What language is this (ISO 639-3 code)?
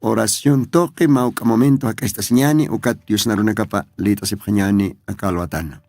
aym